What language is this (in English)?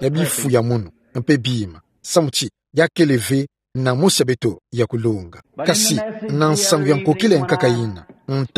Kituba (Democratic Republic of Congo)